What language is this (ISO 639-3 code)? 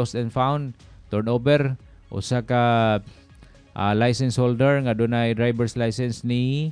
ceb